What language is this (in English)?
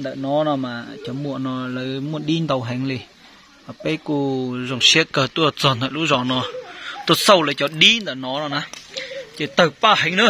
Hmong